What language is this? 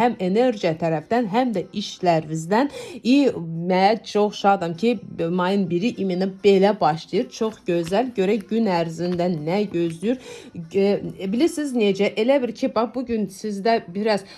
Azerbaijani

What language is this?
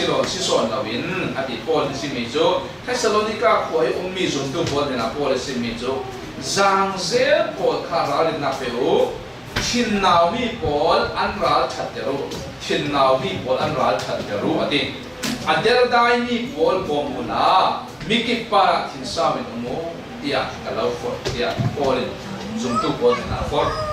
Falam Chin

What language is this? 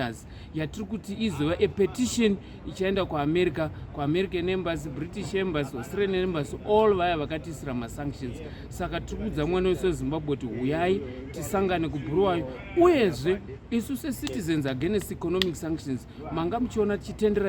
Shona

